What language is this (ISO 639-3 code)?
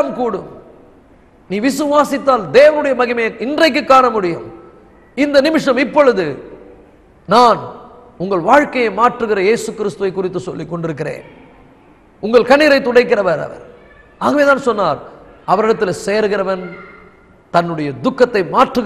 tam